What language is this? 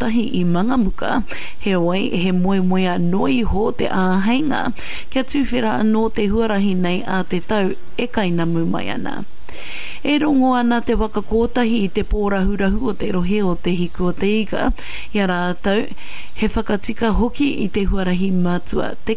Māori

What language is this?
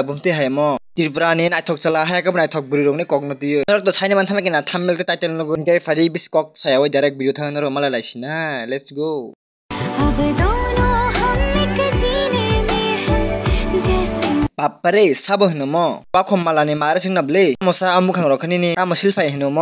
Kok Borok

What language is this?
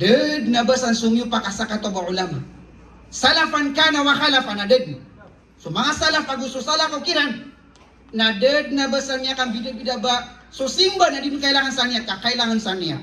Maranao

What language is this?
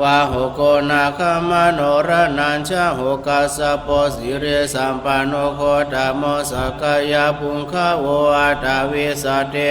Pali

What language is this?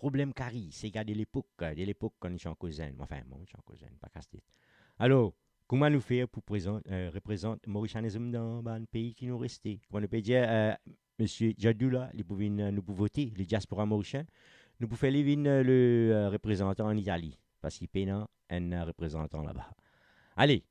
Morisyen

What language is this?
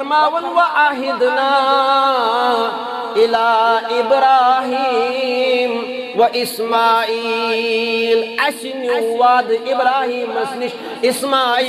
Kashmiri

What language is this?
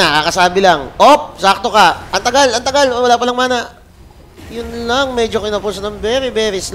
Filipino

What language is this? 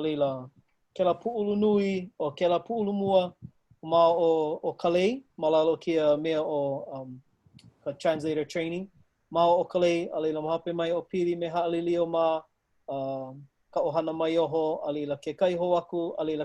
Hawaiian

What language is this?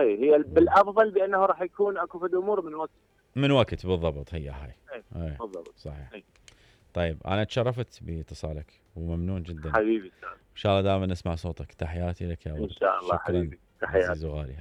Mesopotamian Arabic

